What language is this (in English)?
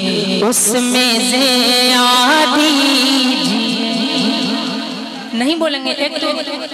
Urdu